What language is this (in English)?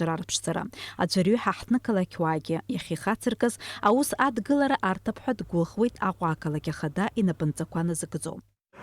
Abkhazian